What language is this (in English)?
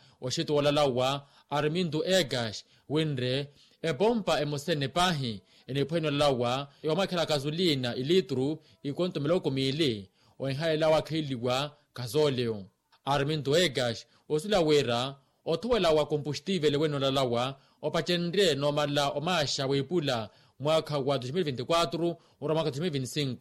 Makhuwa